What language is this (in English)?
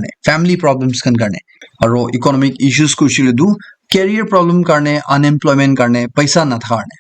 Naga Pidgin